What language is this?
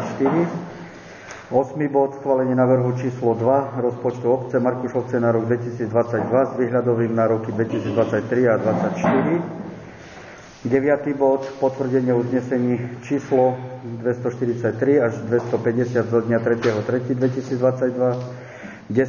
Slovak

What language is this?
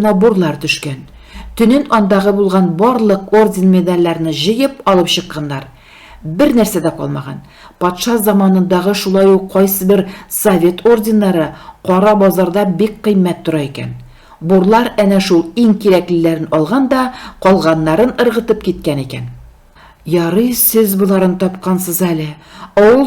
Tatar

